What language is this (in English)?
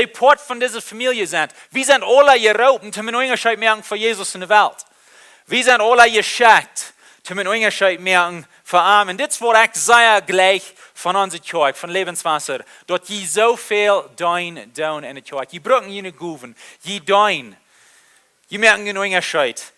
Plautdietsch